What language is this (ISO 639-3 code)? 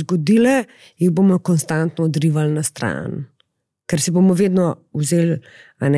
slv